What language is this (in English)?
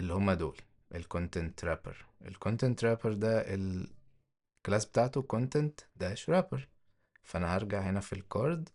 Egyptian Arabic